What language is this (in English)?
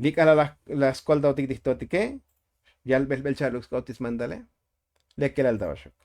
Tzotzil